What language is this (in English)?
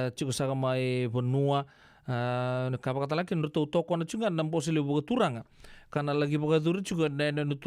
Fijian